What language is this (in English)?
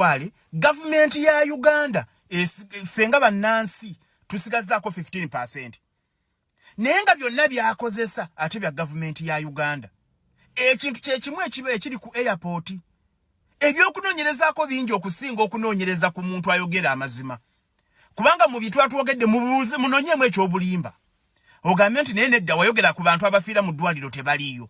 Ganda